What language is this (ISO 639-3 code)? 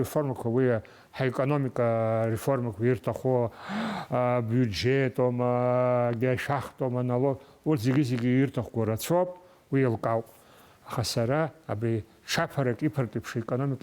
abk